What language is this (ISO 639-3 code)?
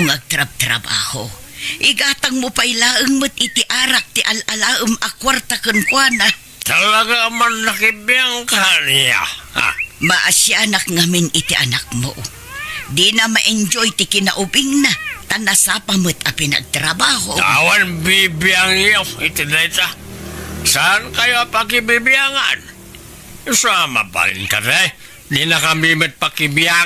ilo